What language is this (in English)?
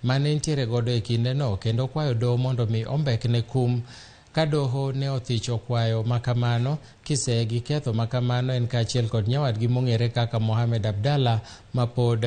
Luo (Kenya and Tanzania)